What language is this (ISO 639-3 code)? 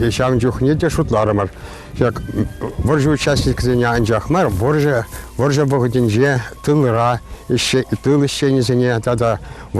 chv